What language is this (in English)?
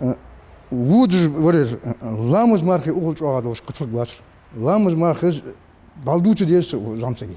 Ingush